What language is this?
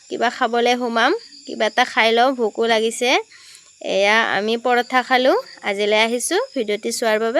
Assamese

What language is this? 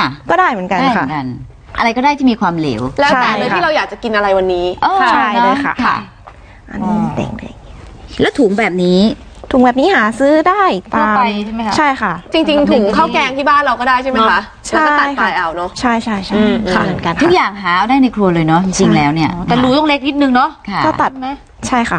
Thai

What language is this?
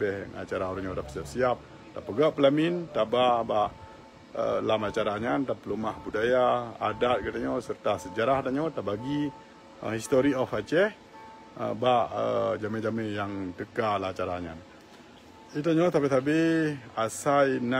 Achinese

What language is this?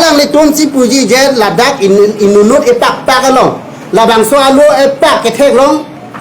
Karbi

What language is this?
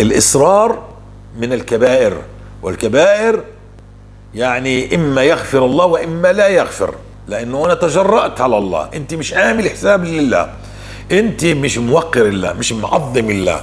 North Levantine Arabic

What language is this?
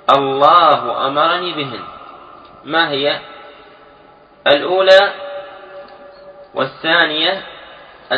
Arabic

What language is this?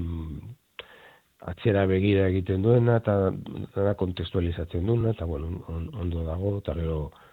Basque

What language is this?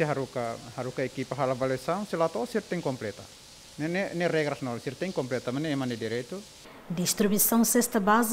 Tetum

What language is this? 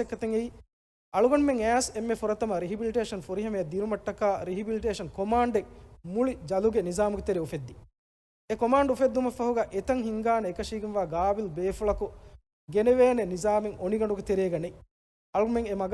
Divehi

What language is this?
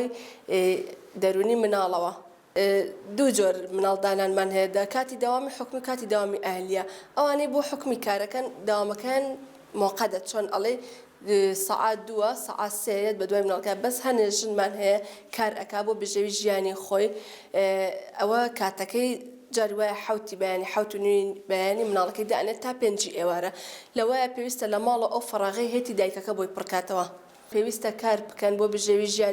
Central Kurdish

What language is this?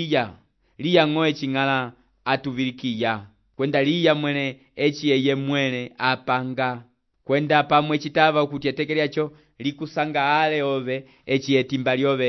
Umbundu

